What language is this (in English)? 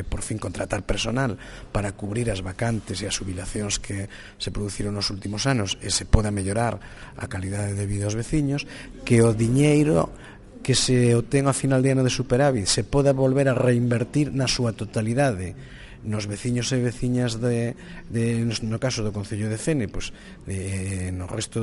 Galician